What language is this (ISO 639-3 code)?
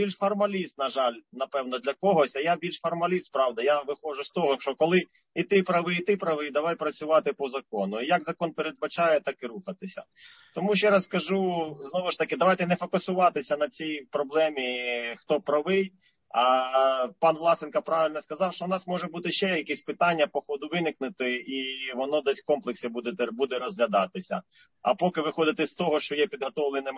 ukr